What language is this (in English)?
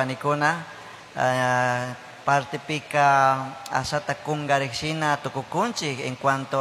Chimborazo Highland Quichua